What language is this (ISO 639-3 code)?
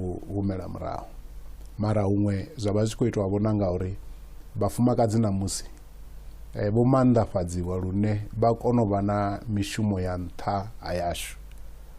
ven